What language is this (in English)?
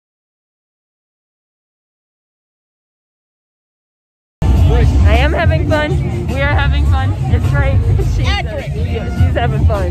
English